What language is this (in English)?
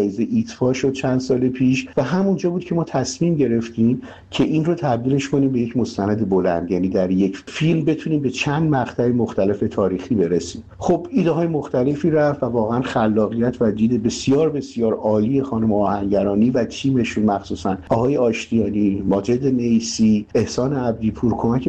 Persian